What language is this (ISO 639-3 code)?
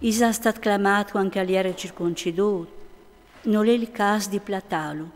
fur